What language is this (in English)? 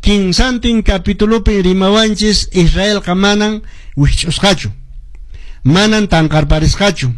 Quechua